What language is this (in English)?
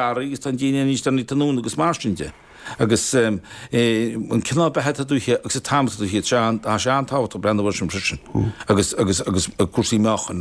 Irish